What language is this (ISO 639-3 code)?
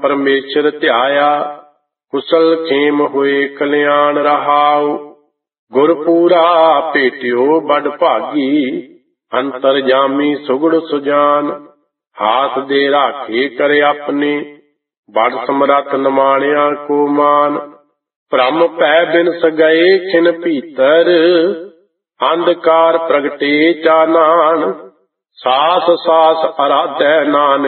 pan